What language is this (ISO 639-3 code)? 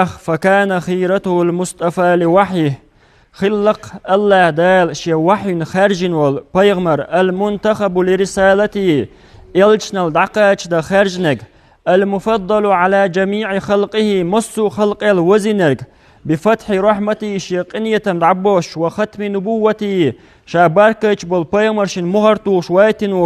che